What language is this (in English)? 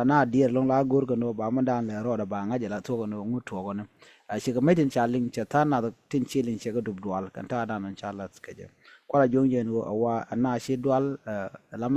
Nuer